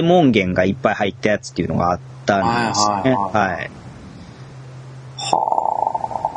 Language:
Japanese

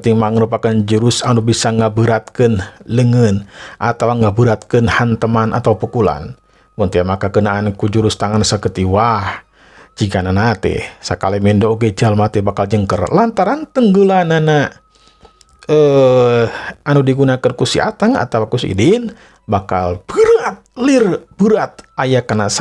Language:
Sundanese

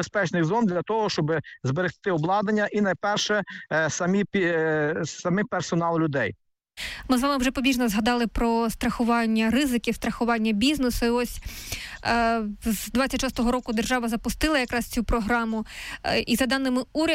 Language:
Ukrainian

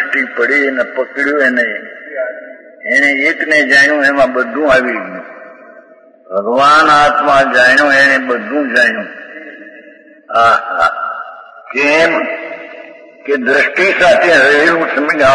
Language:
Gujarati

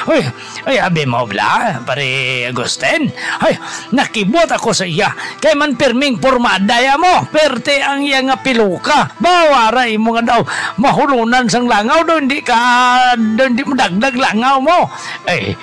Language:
Hiligaynon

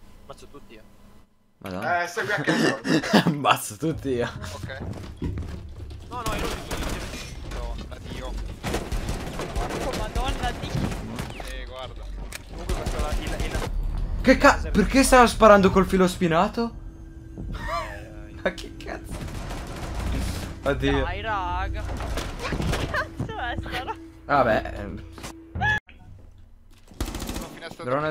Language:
Italian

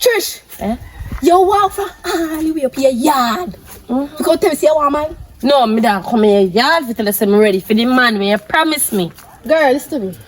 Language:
Jamaican Creole English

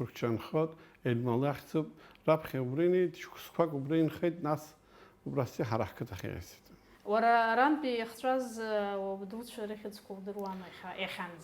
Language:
Abkhazian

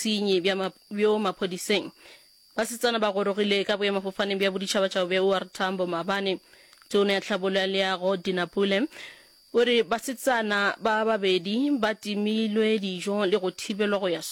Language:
Northern Sotho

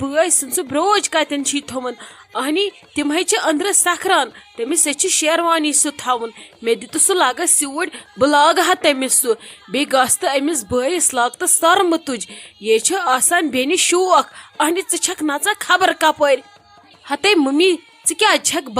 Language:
Kashmiri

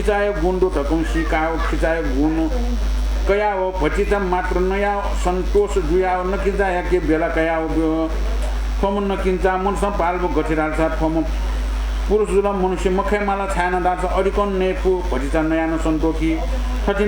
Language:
Newari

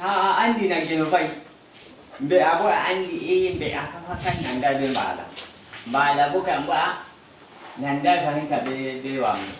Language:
Fula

